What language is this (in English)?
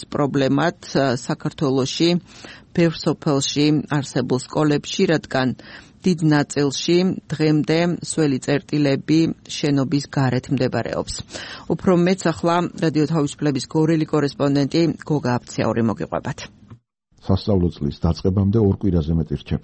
Georgian